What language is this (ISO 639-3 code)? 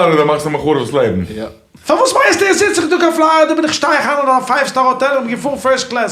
yid